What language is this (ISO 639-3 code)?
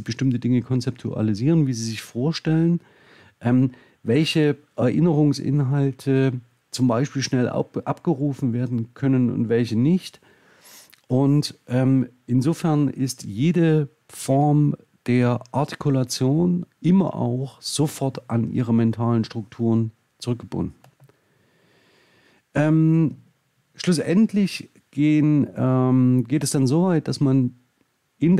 deu